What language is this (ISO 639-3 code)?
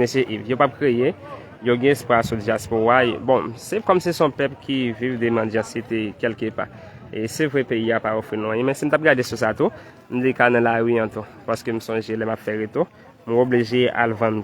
hat